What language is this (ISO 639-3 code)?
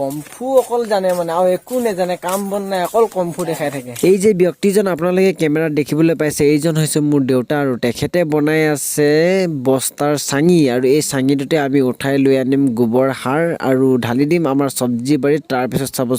asm